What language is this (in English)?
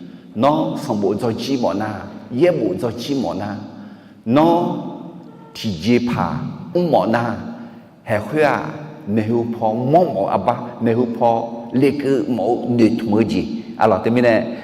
Akha